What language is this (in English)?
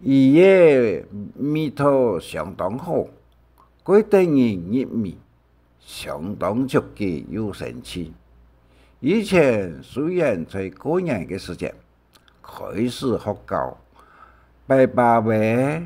Hakka Chinese